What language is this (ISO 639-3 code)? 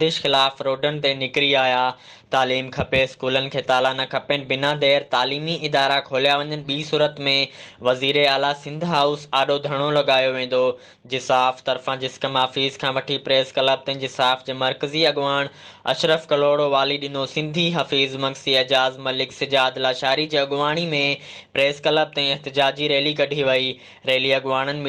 snd